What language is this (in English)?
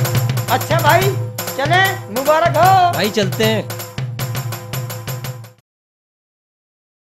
Hindi